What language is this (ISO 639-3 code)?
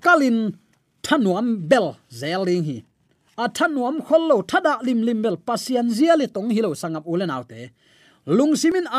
ctd